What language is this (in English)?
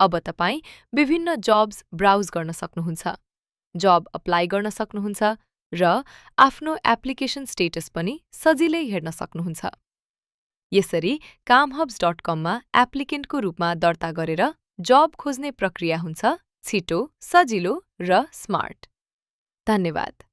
Nepali